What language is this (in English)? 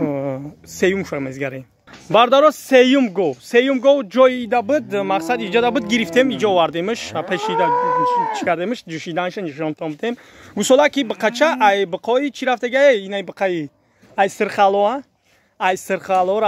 Tajik